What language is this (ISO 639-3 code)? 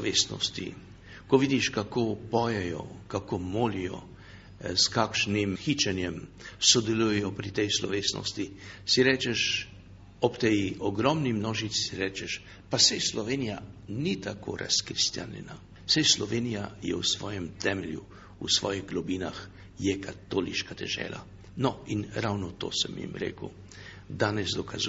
slv